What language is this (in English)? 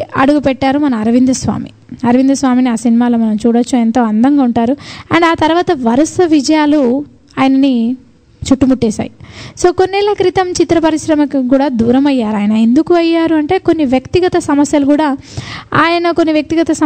Telugu